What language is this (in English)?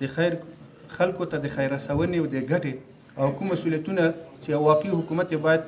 Pashto